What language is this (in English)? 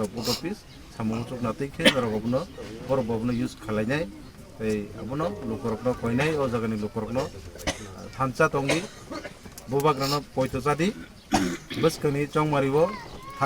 Kok Borok